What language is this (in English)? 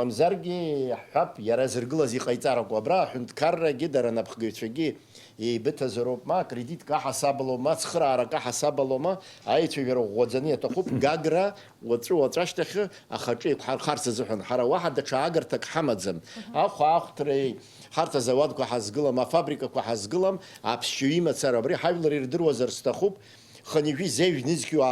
Abkhazian